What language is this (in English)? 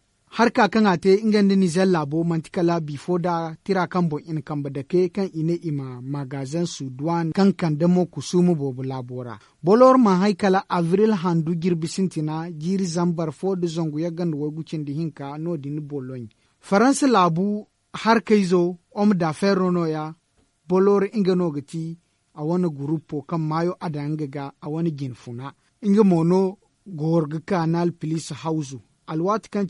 Zarma